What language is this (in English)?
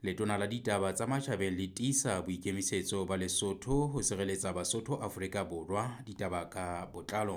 Southern Sotho